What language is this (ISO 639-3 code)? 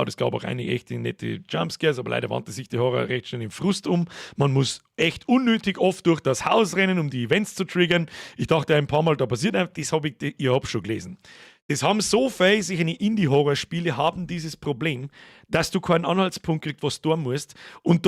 bar